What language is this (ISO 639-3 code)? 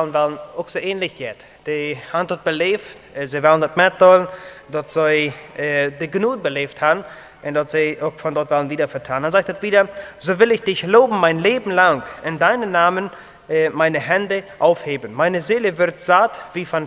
pdt